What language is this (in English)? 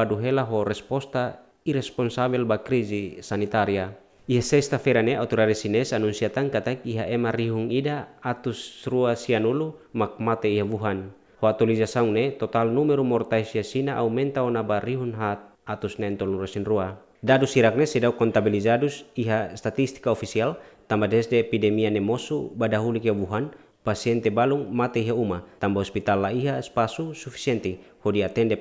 Tetum